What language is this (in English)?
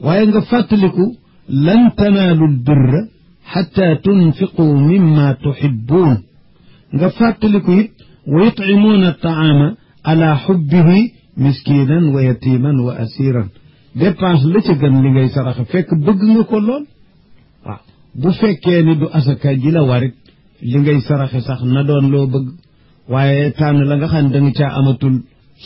Wolof